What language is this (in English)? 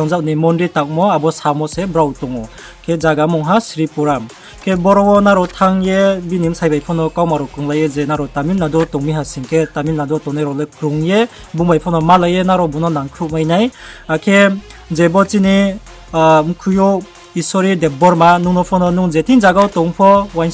Riang (India)